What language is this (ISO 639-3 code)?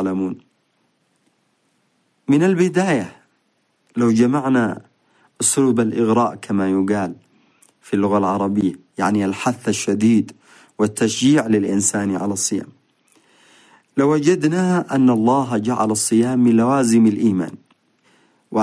ara